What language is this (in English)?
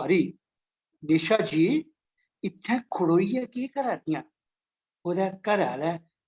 Dogri